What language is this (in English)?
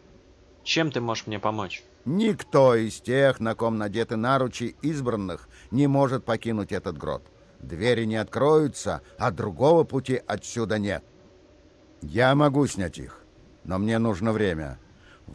Russian